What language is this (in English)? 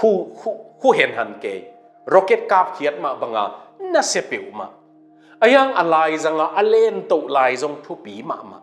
Tedim Chin